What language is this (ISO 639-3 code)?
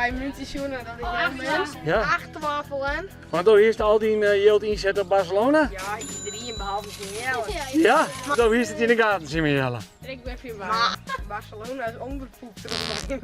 fry